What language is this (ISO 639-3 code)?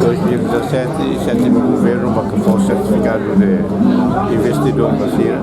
tet